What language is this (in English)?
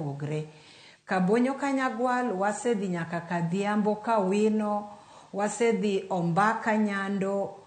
Luo (Kenya and Tanzania)